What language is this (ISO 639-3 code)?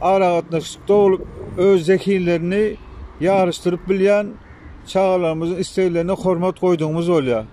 tuk